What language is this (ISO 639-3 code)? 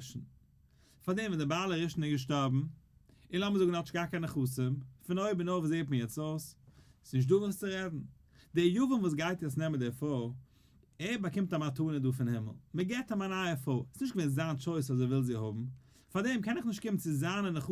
yid